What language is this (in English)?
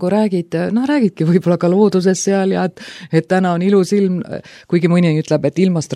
Estonian